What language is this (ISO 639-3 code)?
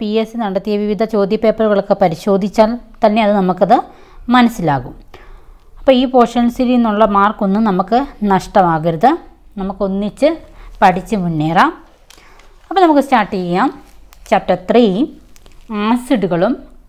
mal